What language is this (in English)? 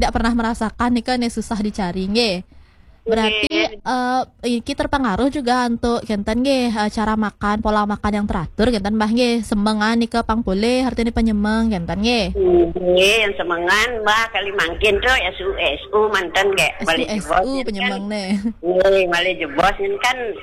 Balinese